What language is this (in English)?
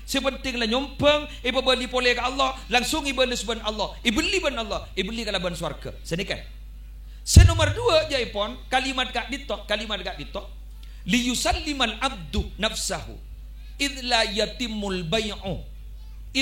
Madurese